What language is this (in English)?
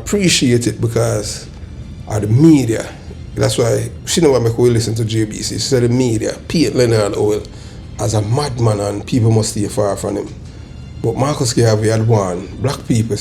Jamaican Creole English